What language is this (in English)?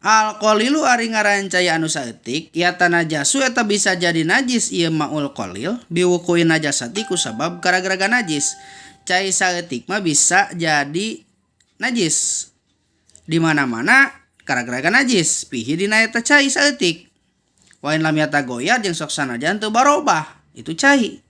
Sundanese